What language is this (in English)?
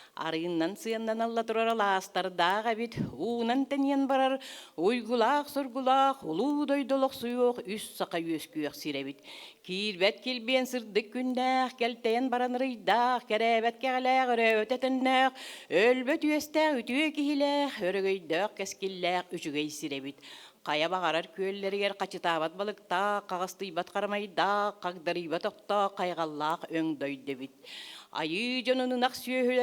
Yakut